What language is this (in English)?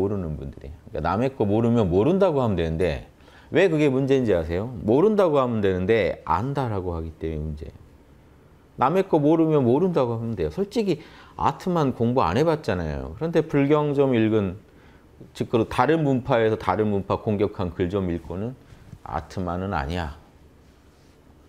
Korean